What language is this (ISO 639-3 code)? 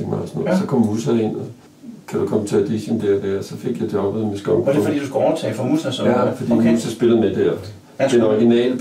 dan